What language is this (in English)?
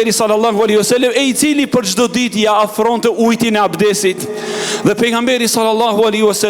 Albanian